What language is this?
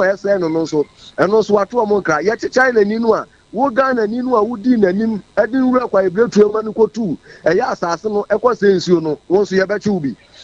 Akan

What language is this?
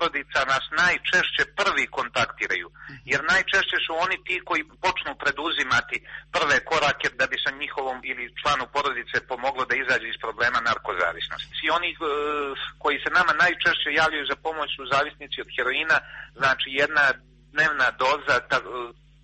Serbian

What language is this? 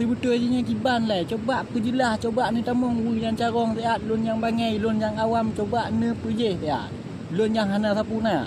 Achinese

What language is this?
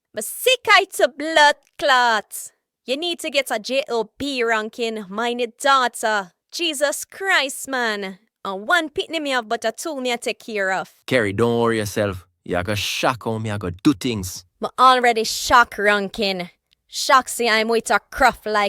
Jamaican Creole English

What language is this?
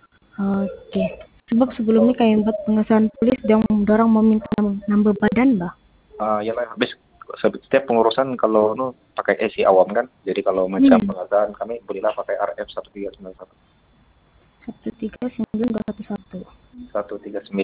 Sabah Malay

